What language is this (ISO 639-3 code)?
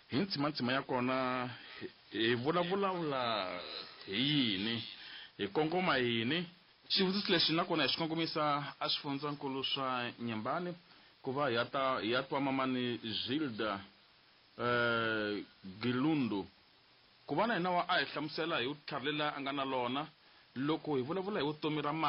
tso